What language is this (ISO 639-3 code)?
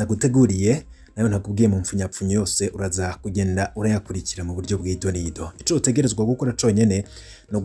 run